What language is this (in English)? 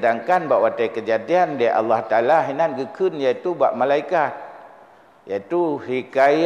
Achinese